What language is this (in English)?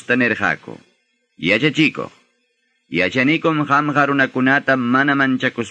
Quechua